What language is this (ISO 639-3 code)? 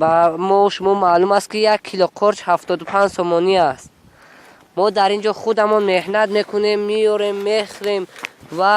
tgk